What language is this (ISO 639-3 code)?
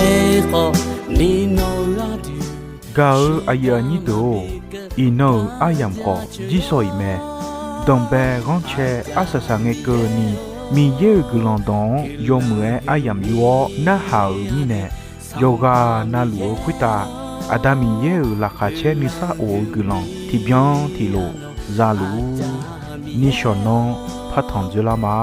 ahk